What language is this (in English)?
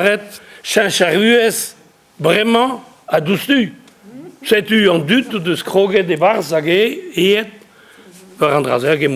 Breton